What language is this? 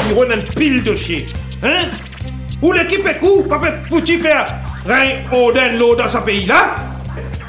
Morisyen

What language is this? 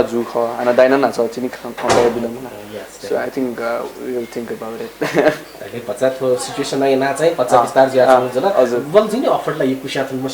Newari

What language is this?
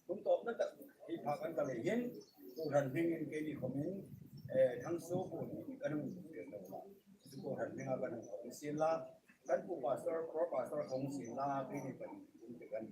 Hmar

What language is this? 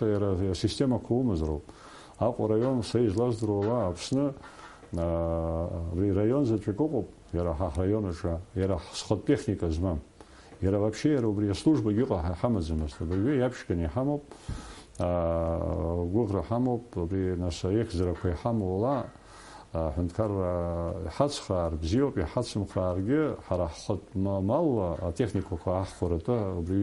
Abkhazian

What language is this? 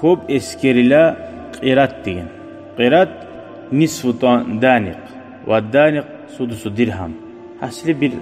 Kumyk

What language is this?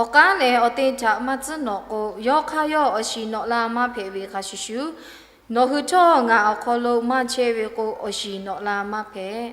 Lahu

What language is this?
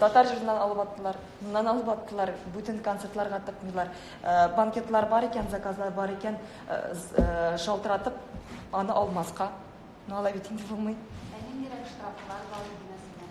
Tatar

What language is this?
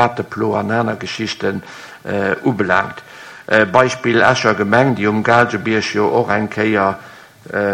Luxembourgish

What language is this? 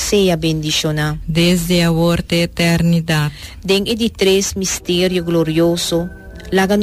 Papiamento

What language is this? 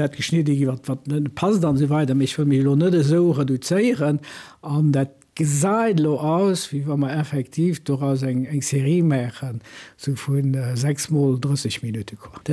Luxembourgish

